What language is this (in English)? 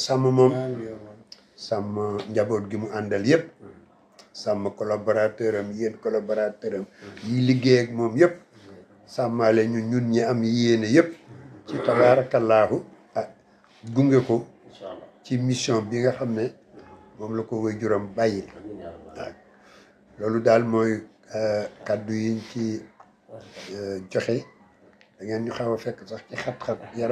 Wolof